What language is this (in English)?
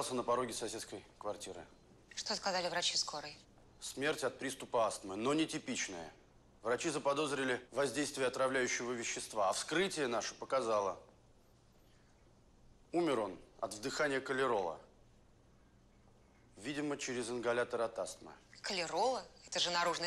Russian